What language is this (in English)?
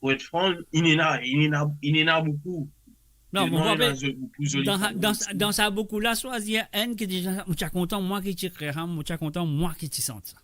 Morisyen